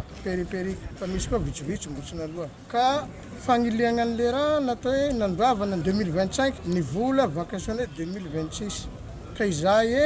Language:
Malagasy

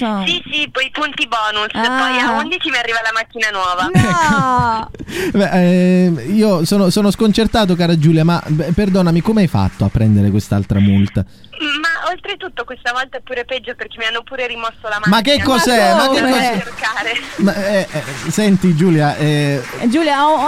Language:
Italian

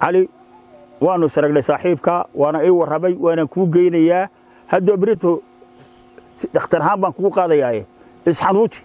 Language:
Somali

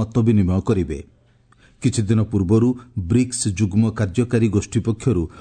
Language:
Odia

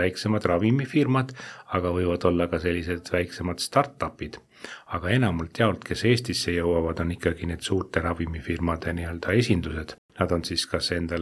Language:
Estonian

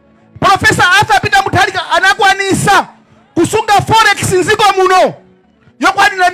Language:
Nyanja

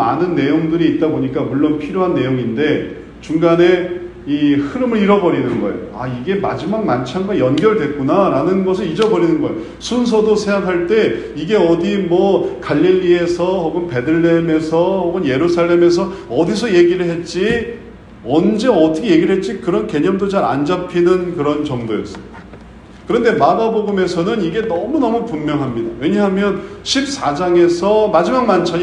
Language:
Korean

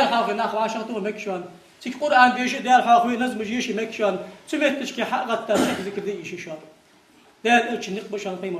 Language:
Ingush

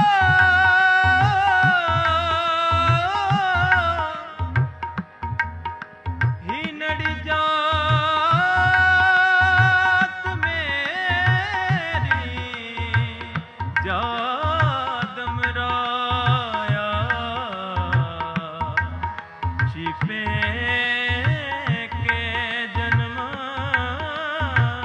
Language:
Punjabi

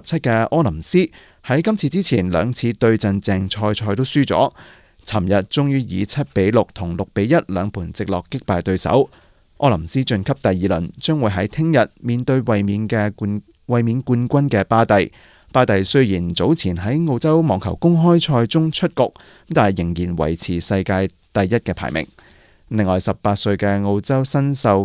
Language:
Cantonese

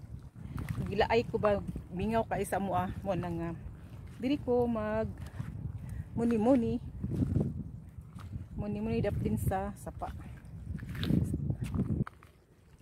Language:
Cebuano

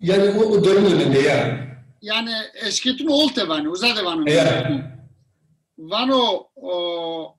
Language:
Zaza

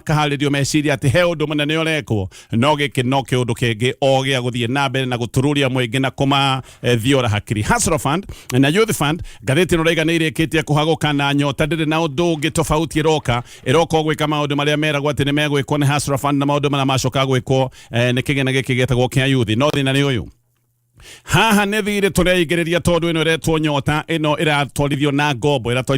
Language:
Kikuyu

